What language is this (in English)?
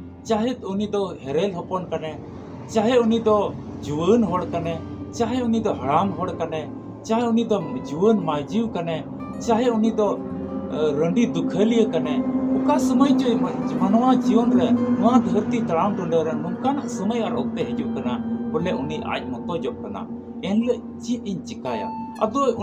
Santali